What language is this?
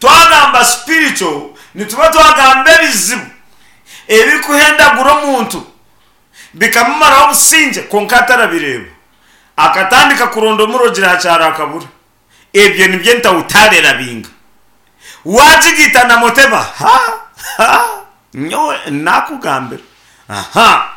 Nyankole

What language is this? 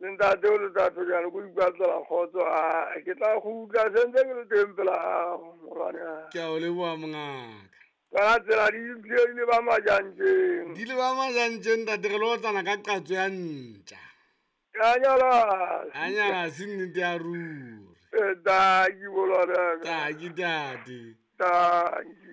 Southern Sotho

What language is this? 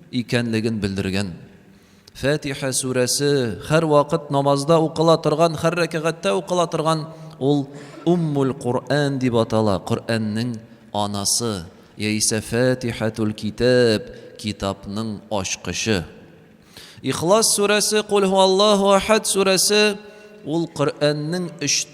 Tatar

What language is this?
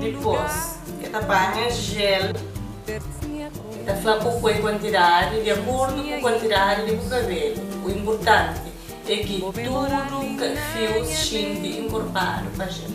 Kabuverdianu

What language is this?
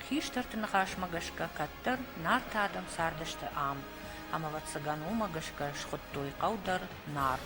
Ossetic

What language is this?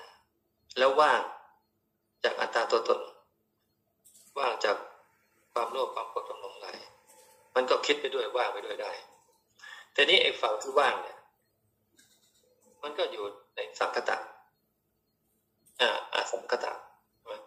Thai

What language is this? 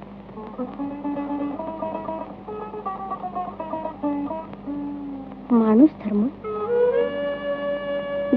Marathi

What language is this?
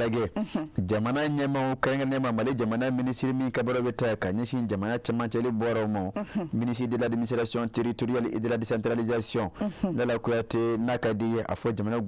Bambara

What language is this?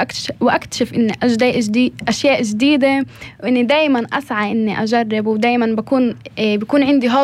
North Levantine Arabic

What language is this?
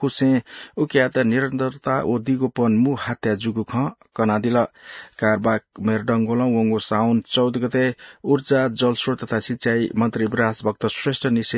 Newari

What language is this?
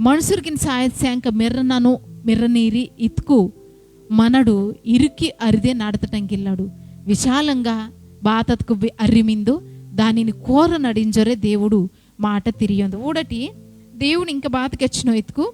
Koya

